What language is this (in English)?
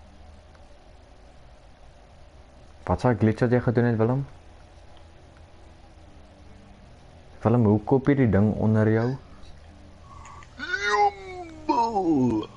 Afrikaans